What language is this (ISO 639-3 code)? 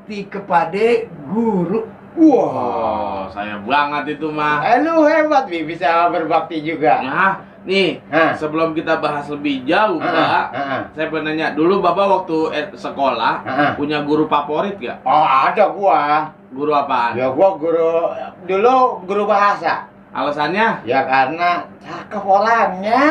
bew